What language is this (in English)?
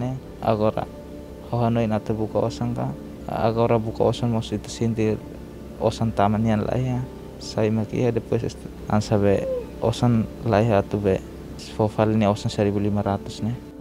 Tetum